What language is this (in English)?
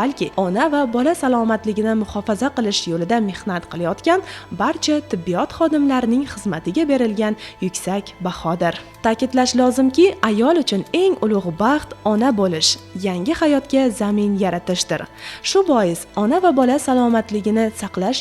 Uzbek